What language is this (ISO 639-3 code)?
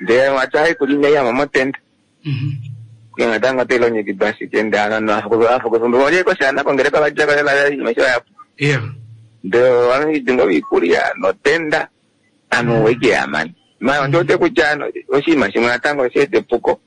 kua